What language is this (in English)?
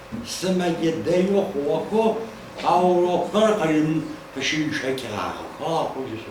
Adyghe